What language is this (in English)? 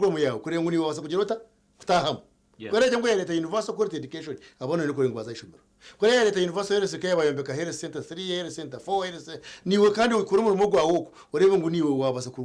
Nyankole